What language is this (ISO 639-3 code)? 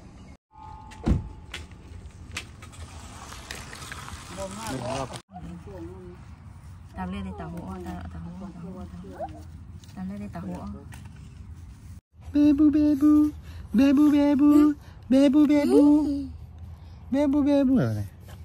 vie